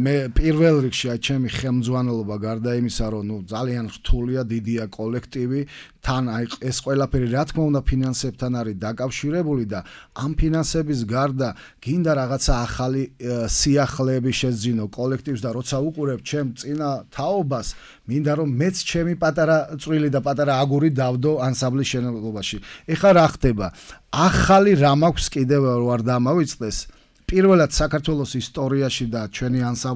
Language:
Georgian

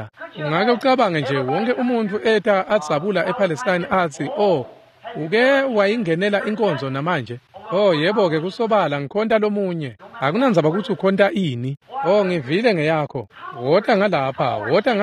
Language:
Swati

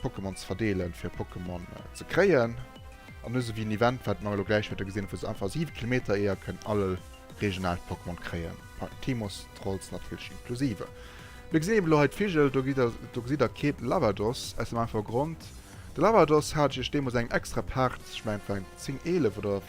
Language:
Luxembourgish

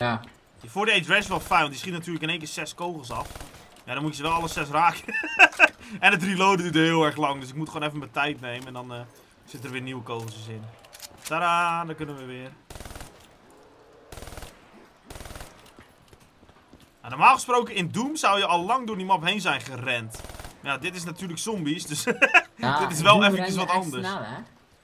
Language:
Dutch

